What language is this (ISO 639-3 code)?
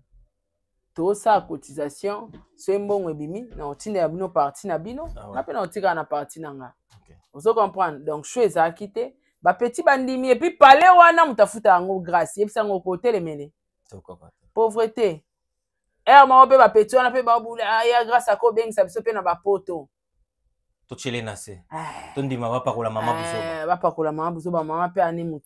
lin